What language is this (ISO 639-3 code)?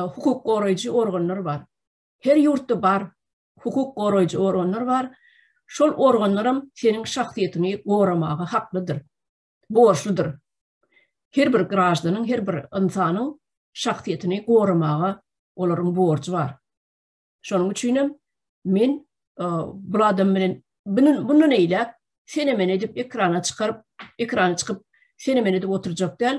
tuk